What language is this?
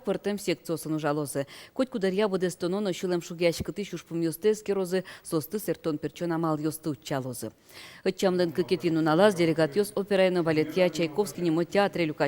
Udmurt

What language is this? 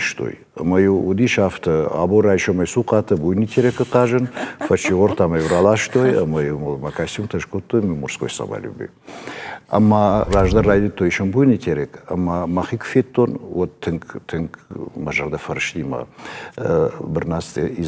Ossetic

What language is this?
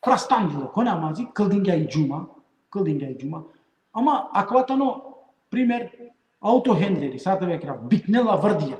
Balkan Romani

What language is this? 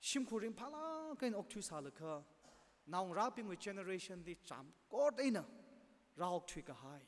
Tangkhul Naga (India)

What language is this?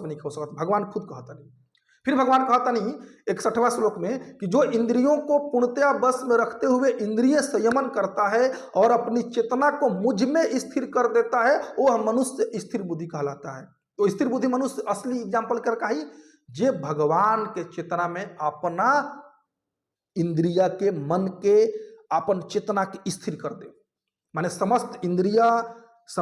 Bhojpuri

